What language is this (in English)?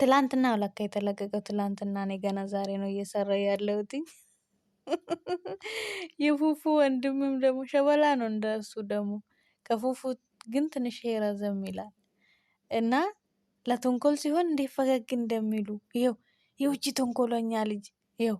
Amharic